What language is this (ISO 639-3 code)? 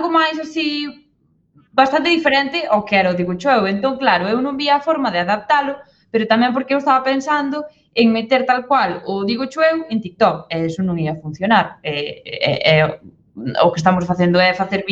glg